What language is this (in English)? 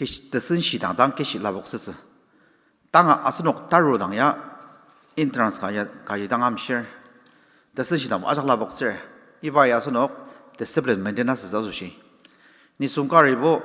Ao Naga